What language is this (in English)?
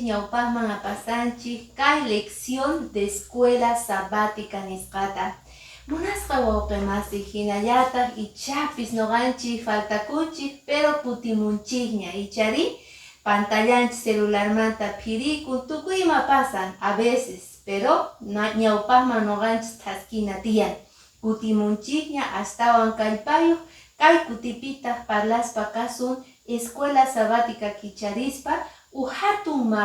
Quechua